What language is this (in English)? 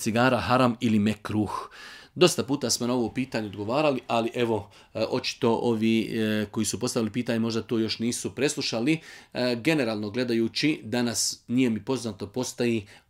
Bosnian